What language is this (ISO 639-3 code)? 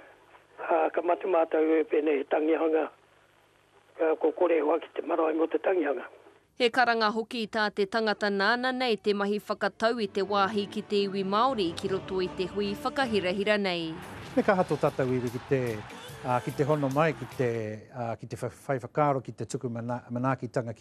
mri